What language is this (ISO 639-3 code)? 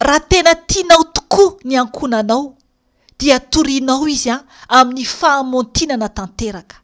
mlg